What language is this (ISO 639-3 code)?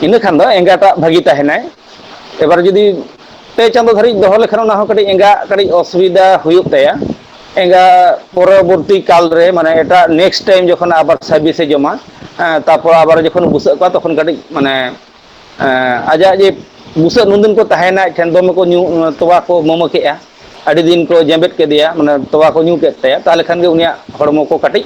sat